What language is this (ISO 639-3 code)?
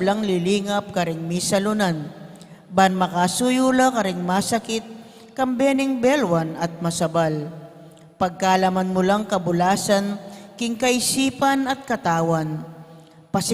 pam